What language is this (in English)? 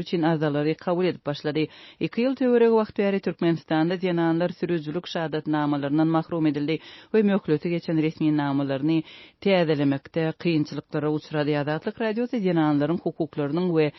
Turkmen